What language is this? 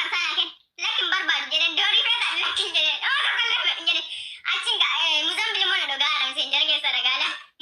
Oromo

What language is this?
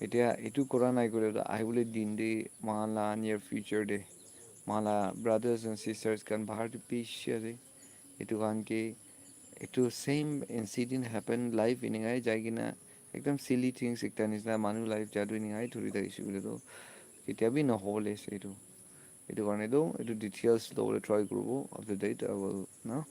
Naga Pidgin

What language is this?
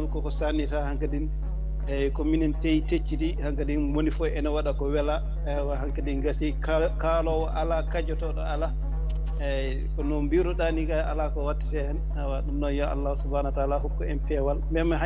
Fula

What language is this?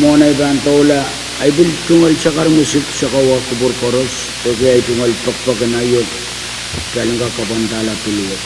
Pohnpeian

